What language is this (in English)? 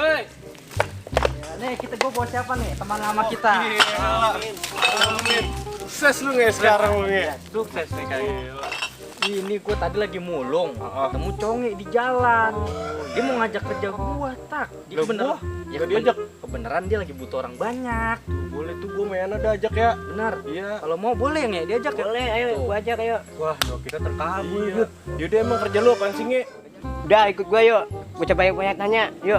Betawi